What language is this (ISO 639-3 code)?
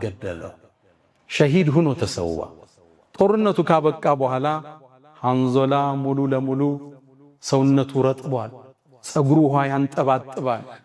amh